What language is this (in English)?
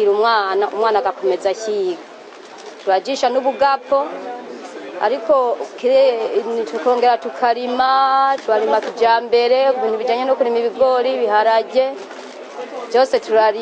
Rundi